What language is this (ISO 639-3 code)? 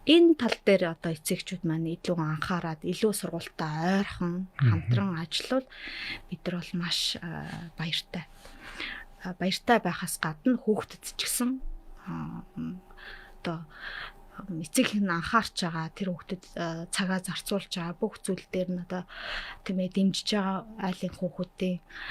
mon